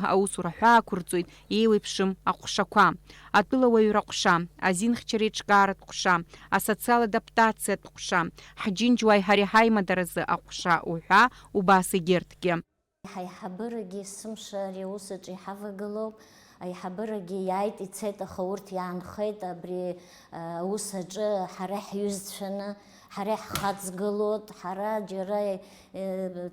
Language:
Abkhazian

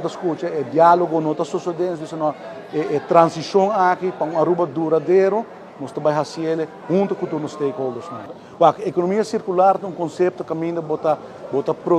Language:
Papiamento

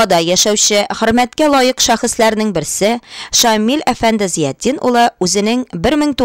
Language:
Tatar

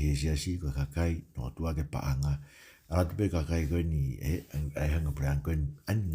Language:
Tongan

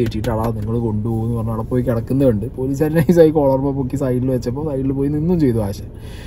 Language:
Malayalam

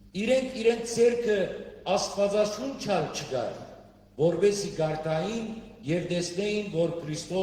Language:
Western Armenian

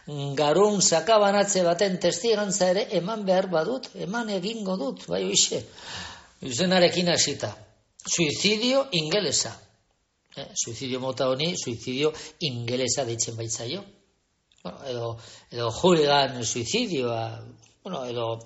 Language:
Basque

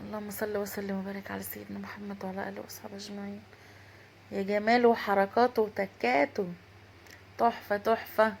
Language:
Egyptian Arabic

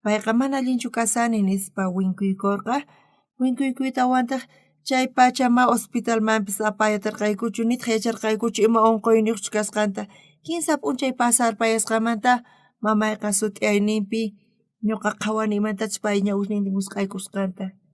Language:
South Bolivian Quechua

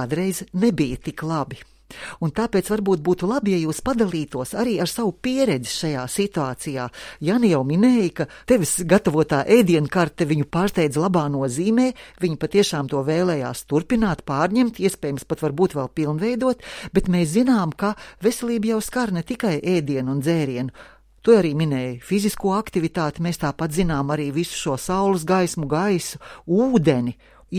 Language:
Latvian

